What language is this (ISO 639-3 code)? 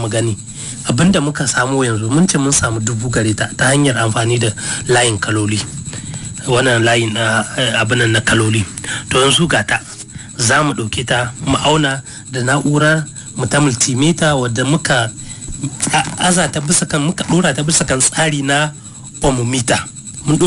hau